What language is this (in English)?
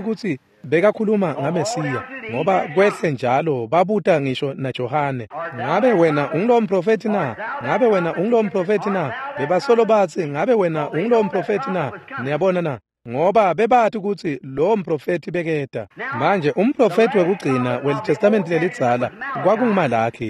Swati